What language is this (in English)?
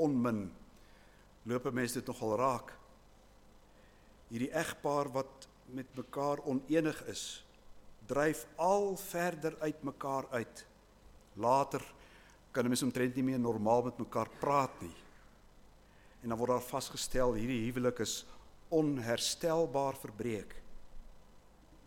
Afrikaans